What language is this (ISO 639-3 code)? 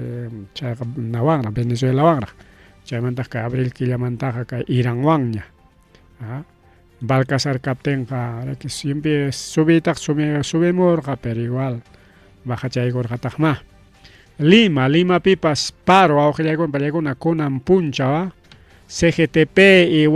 quy